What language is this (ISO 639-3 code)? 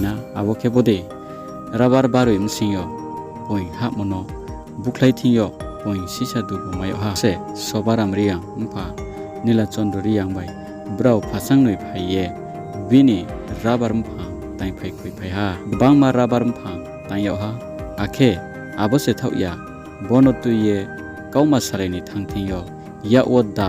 ria